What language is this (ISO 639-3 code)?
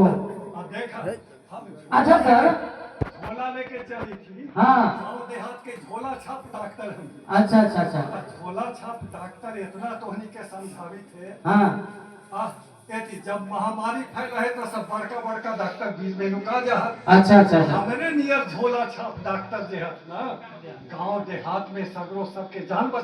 mag